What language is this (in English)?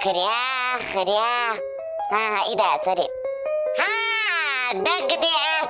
Chechen